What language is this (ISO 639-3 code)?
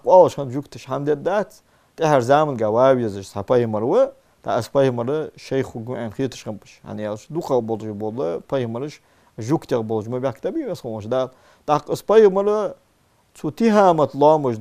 inh